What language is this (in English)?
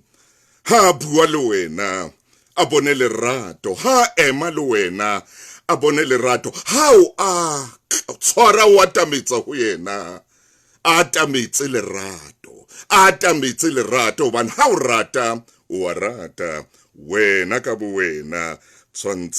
Southern Sotho